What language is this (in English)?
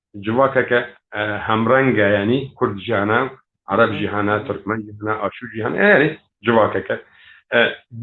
Kurdish